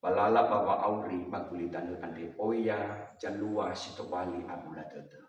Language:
Nias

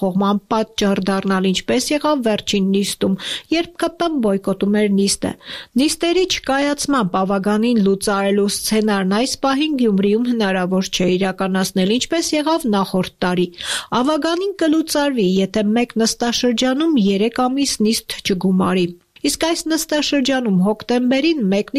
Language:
Armenian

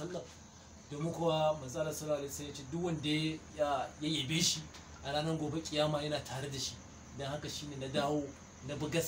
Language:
Hausa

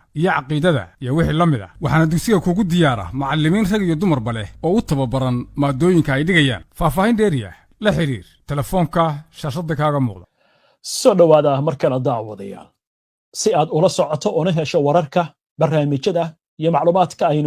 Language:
Somali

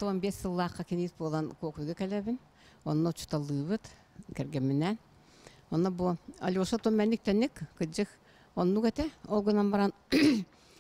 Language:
Yakut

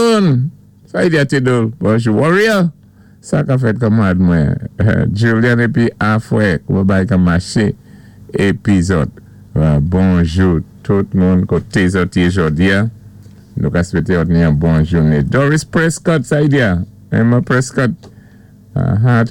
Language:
Saint Lucian Creole French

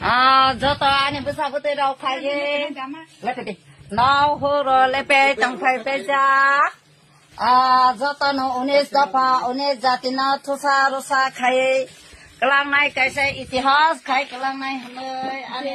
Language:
Kok Borok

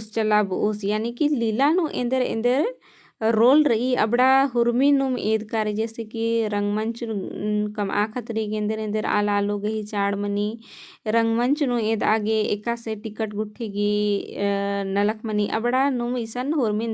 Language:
Kurukh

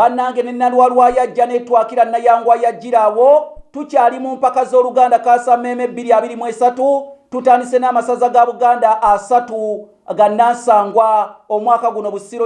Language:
Ganda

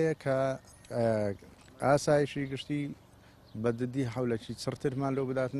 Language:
Central Kurdish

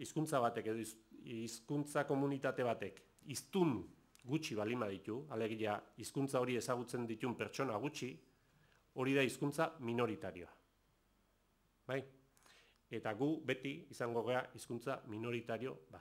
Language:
Basque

